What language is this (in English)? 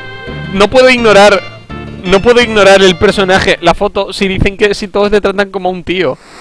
Spanish